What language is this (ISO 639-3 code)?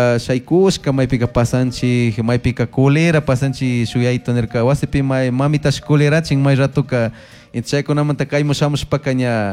qug